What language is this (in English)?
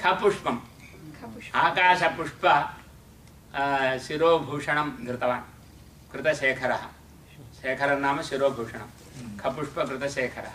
Sanskrit